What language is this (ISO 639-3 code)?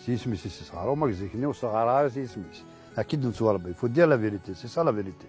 kab